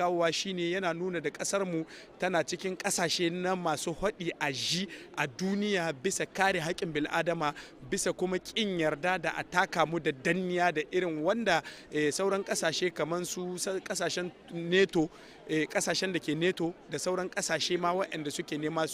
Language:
Hausa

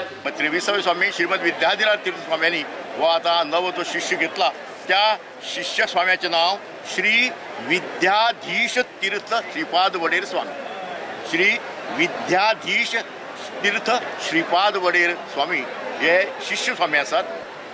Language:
Konkani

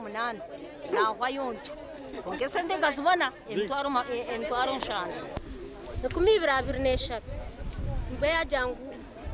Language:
Nyankole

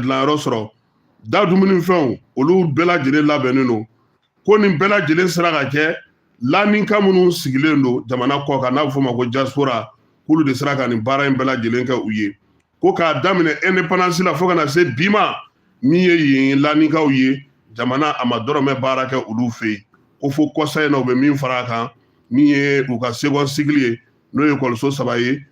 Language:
Bambara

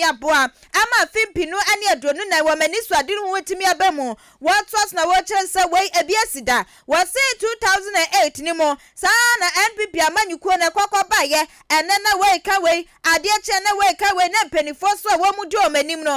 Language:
Akan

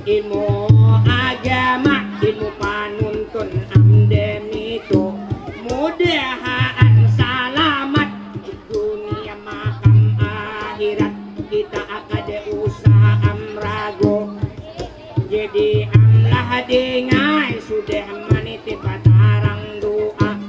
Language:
Banjar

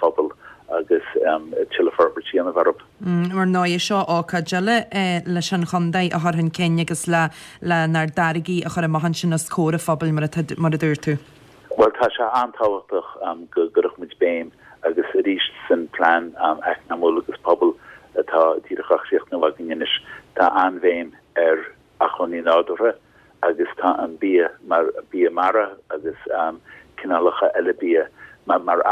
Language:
Irish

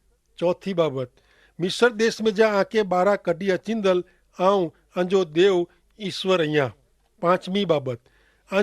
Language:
Kachhi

